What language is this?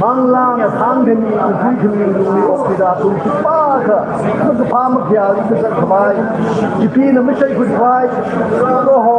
Tangkhul Naga (India)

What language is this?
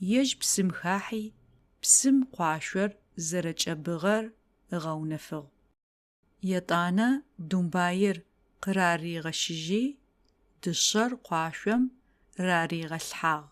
Adyghe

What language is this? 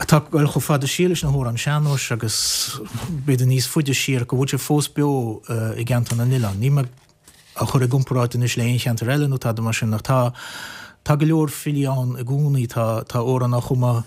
Irish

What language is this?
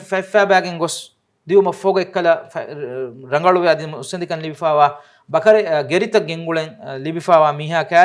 Divehi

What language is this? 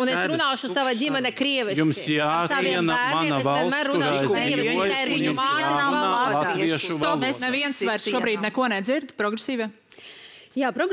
Latvian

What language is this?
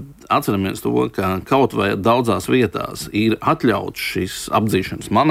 Latvian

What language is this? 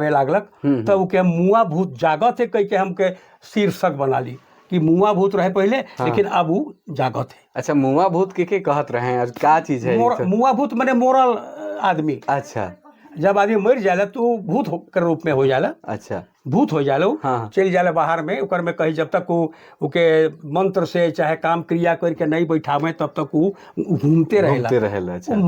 Sadri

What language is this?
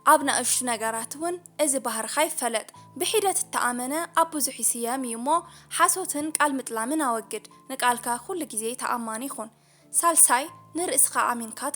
Tigrinya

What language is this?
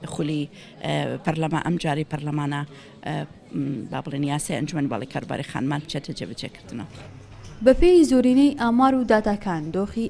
Central Kurdish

